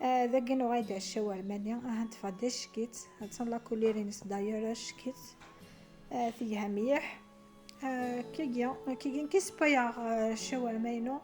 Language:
Kabyle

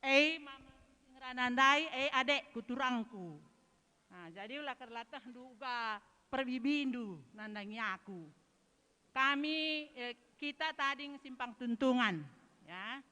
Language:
Batak Karo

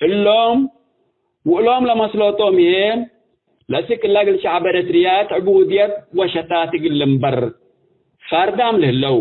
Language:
Tigre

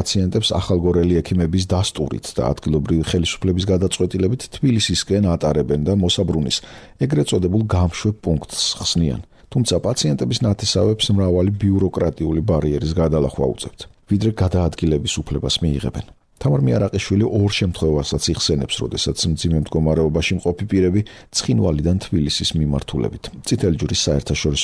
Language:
Georgian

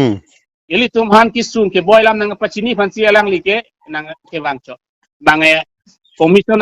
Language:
Karbi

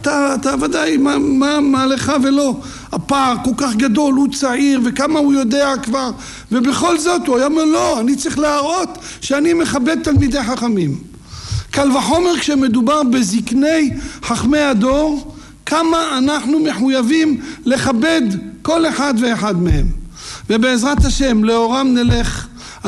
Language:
Hebrew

